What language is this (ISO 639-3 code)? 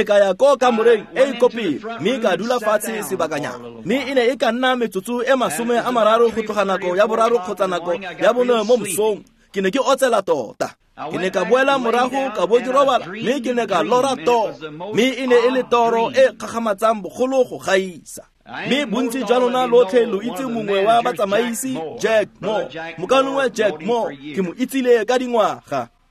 tsn